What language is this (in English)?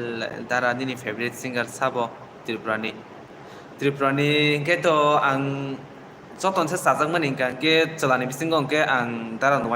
Kok Borok